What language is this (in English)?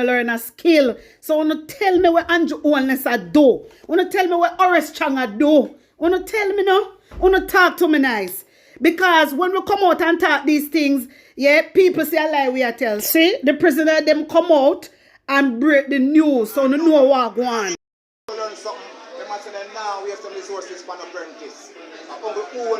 Jamaican Creole English